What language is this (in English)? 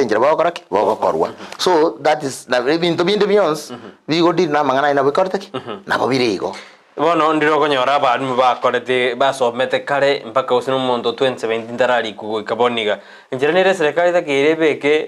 Gusii